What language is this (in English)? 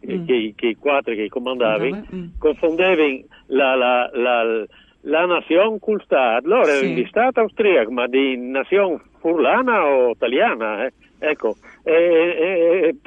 Friulian